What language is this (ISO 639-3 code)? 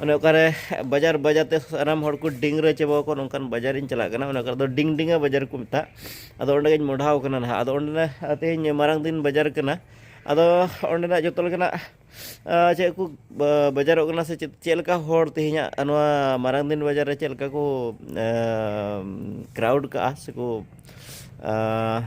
sat